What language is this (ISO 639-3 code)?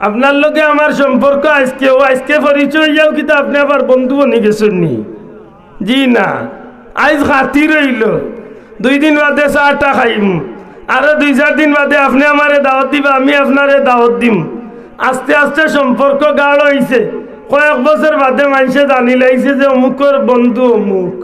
syl